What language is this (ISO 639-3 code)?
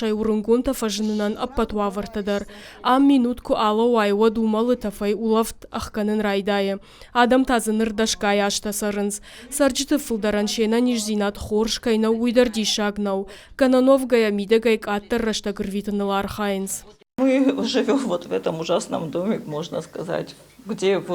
oss